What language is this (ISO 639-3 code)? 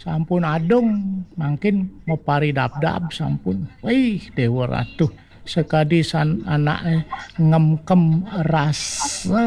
ban